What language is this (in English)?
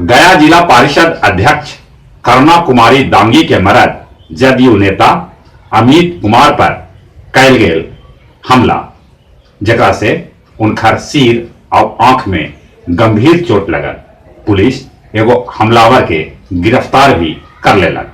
Magahi